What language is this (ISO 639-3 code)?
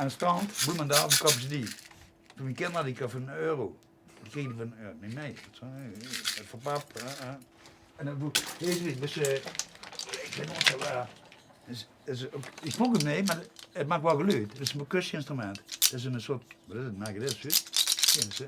lim